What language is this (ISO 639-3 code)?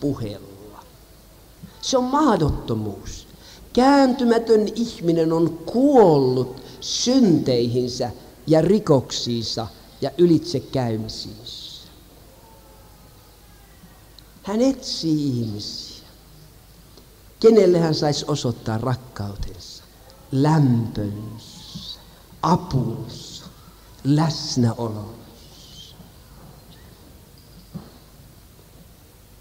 fin